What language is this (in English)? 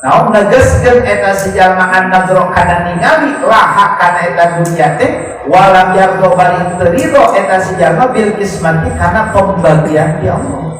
Sundanese